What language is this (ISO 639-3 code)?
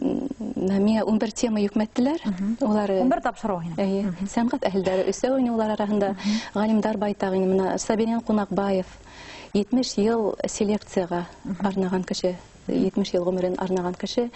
bak